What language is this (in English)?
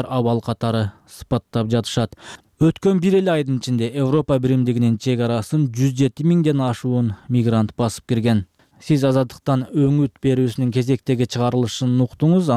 Kyrgyz